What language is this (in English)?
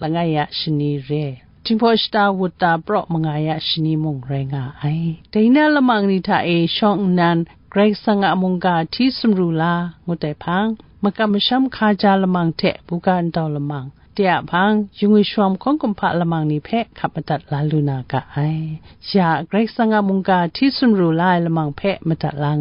Kachin